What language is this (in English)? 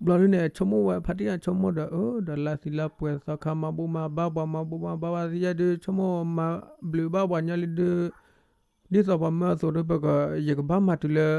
S'gaw Karen